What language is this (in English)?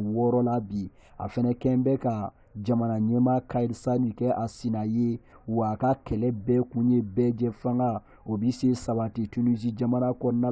Bambara